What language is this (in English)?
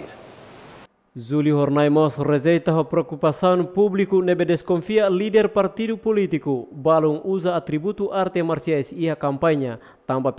Tetum